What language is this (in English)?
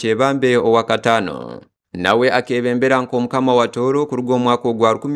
Tooro